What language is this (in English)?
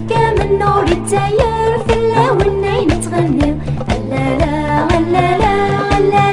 Kabyle